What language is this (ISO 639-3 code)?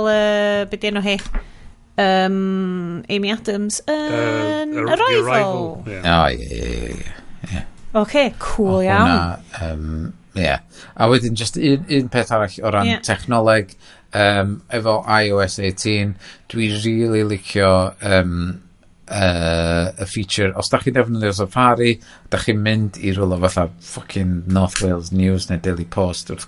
cym